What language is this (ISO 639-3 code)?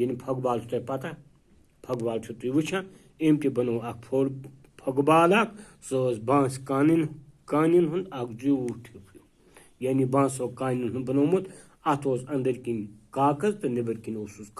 kas